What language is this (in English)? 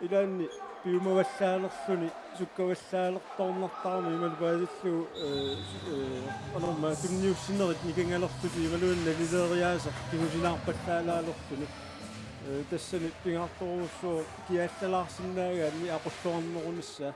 Kalaallisut